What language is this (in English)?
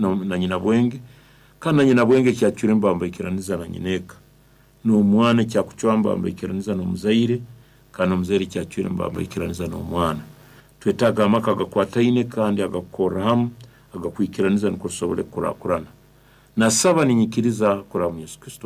Nyankole